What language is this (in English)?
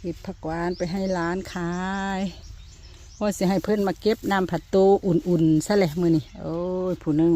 Lao